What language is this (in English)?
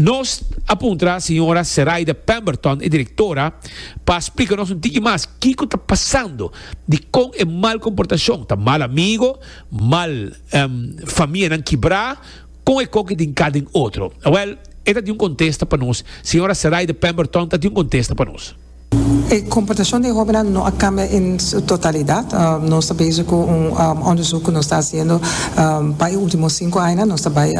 Papiamento